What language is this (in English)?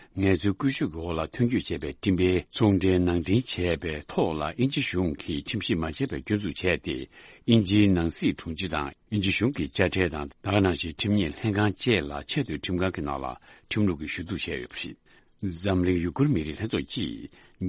Tibetan